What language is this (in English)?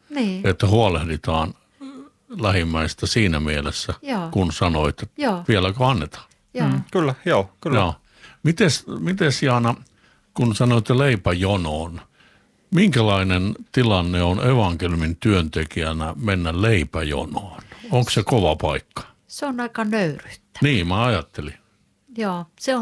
Finnish